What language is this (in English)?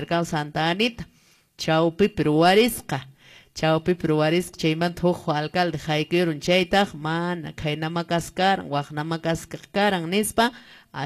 Quechua